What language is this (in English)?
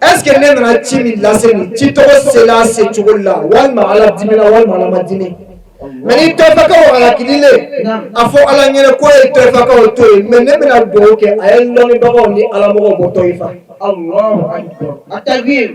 Bambara